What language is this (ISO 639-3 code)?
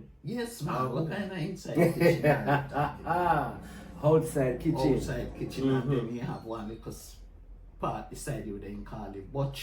jam